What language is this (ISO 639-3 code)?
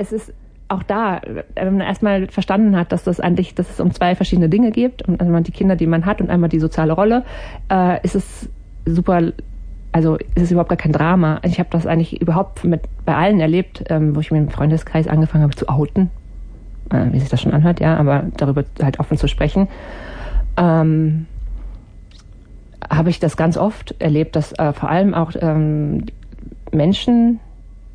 deu